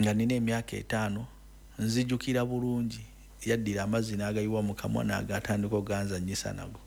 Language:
Ganda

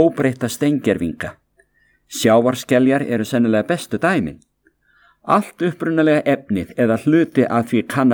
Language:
Icelandic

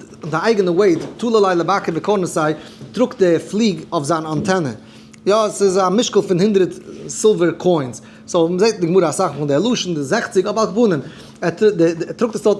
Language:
Yiddish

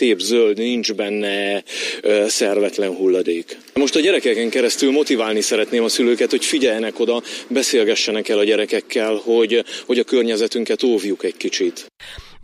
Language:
Hungarian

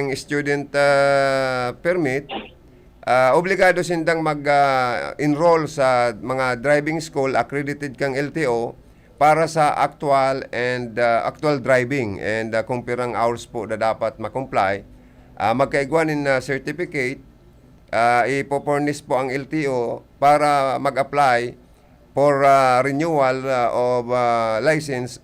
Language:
Bikol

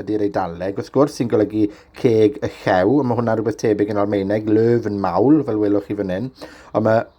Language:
Welsh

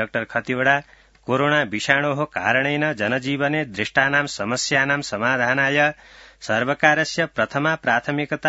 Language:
Sanskrit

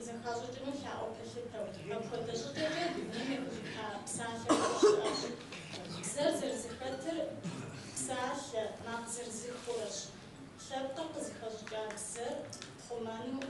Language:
Kabardian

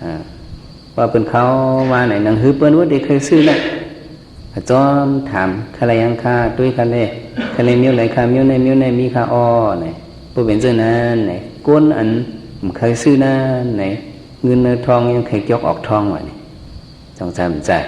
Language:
Shan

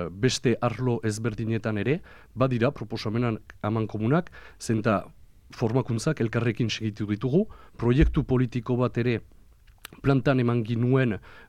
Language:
Basque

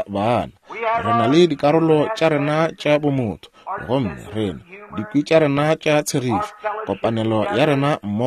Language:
Northern Sotho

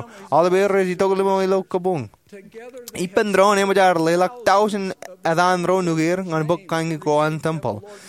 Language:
Marshallese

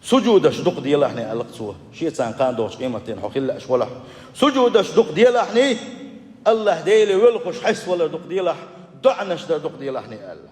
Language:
Chechen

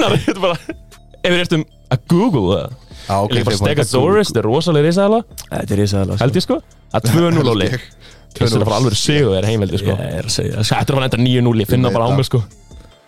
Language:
Icelandic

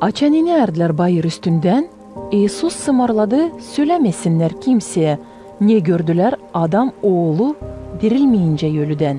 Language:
Gagauz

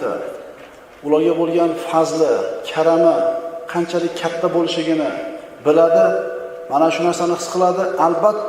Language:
Uzbek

